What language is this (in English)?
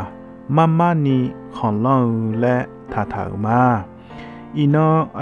Akha